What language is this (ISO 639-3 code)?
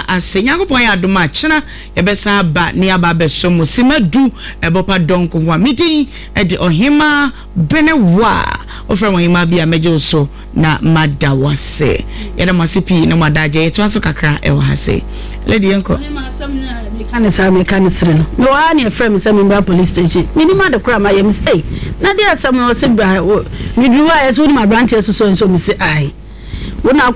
aka